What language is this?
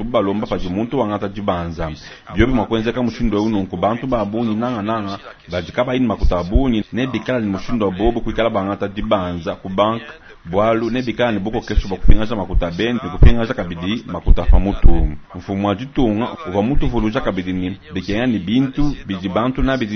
Luba-Lulua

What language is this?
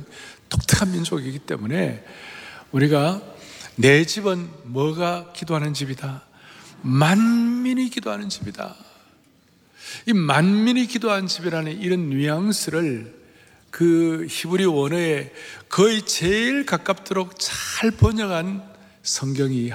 Korean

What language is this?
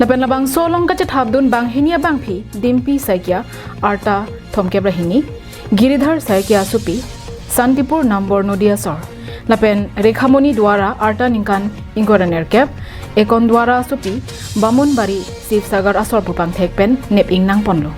Karbi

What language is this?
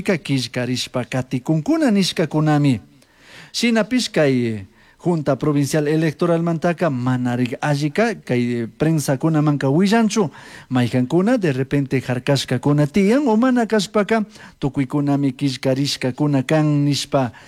Chimborazo Highland Quichua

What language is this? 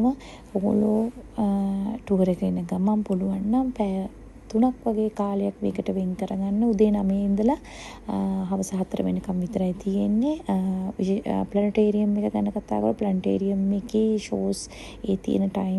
Sinhala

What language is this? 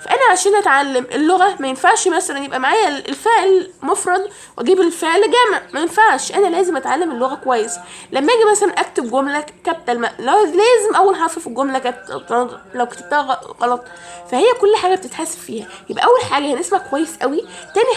Egyptian Arabic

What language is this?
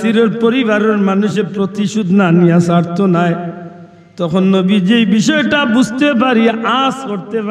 Sylheti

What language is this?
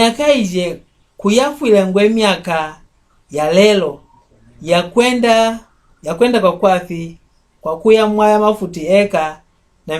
Mbunda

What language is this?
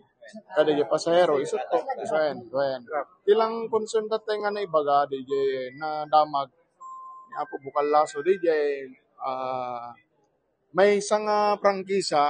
Iloko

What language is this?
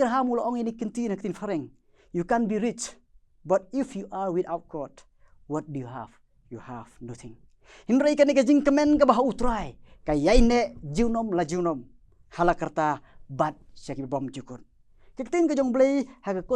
Khasi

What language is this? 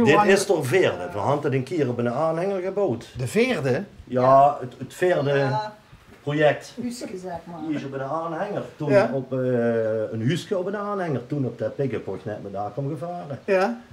Limburgish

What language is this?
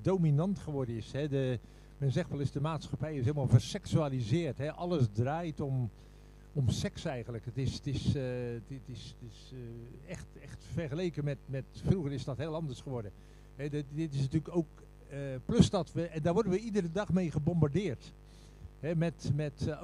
Dutch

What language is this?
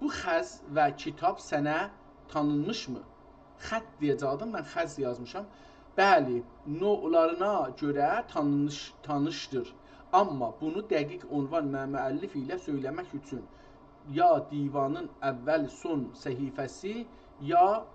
South Azerbaijani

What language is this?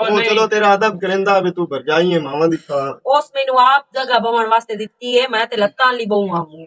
Western Panjabi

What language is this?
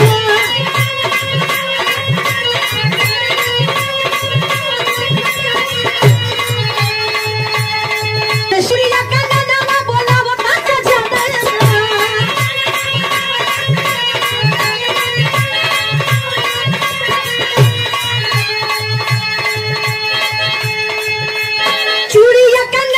Bhojpuri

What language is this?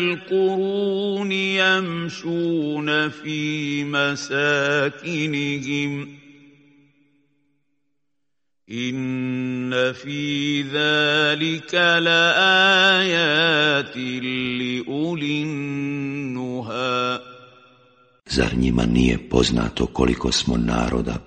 Bosnian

